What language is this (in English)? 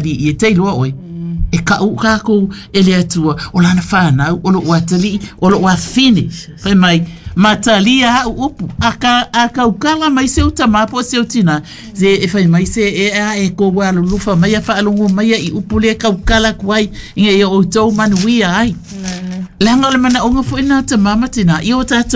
Samoan